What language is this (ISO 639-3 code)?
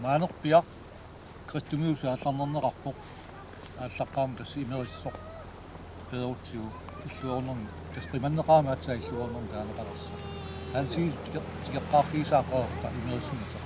kal